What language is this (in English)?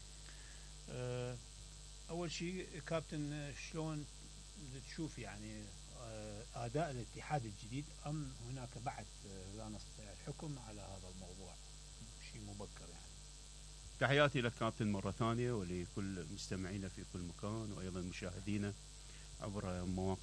Mesopotamian Arabic